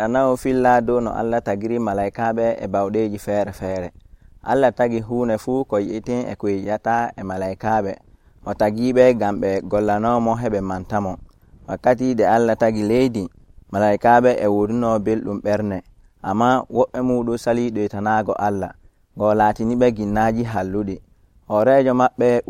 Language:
Nigerian Fulfulde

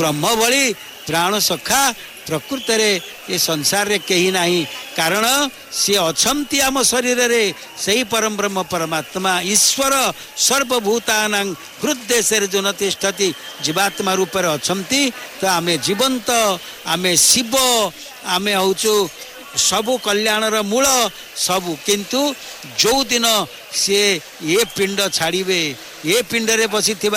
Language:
Odia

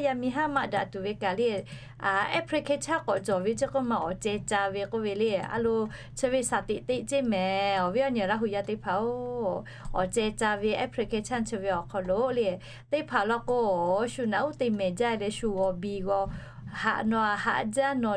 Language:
Lahu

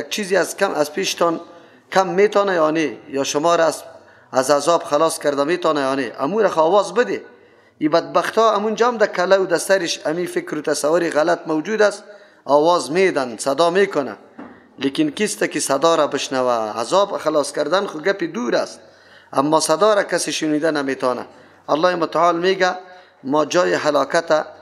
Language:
Persian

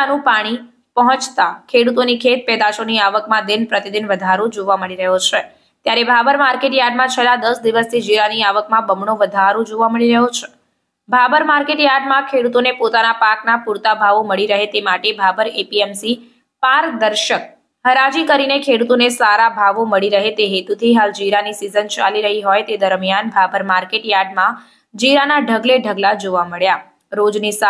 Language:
Gujarati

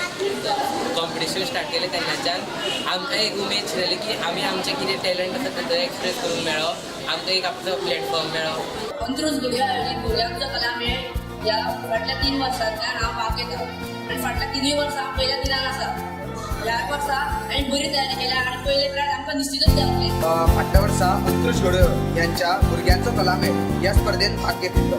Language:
Konkani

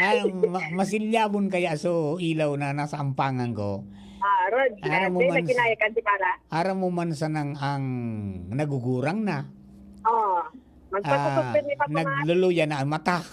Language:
Bikol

